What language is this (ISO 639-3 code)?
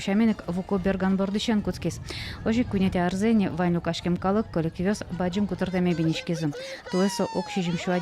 udm